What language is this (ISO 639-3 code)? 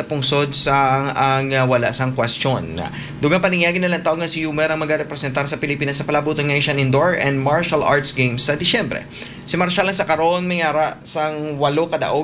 hil